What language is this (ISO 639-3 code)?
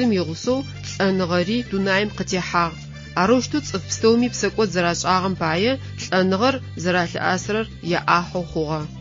ady